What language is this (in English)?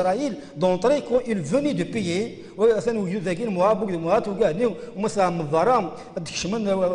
Kabyle